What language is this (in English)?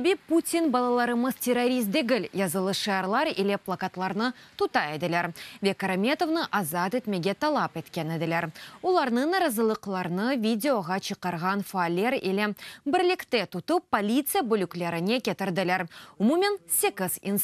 Crimean Tatar